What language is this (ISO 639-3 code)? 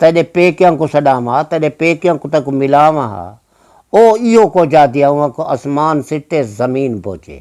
skr